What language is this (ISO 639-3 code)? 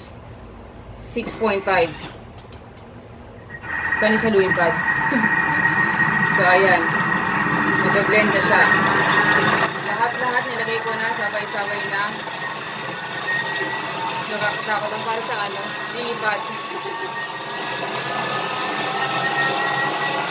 fil